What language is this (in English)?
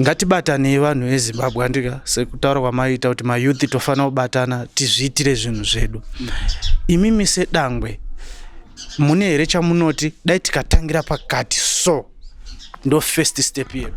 Shona